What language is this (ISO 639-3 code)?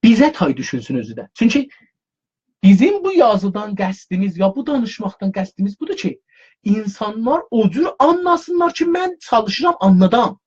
azb